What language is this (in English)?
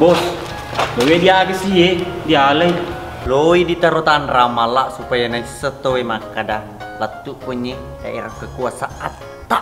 Buginese